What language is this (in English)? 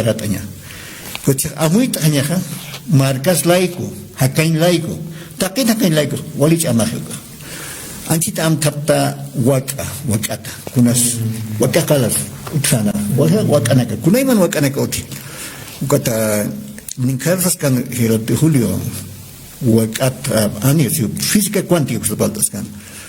Aymara